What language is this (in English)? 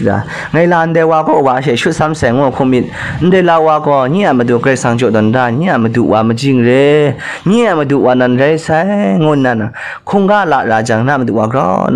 Kachin